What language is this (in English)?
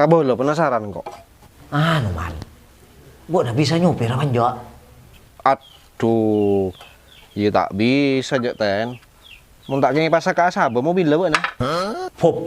Madurese